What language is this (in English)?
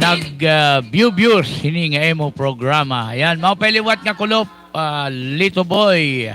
Waray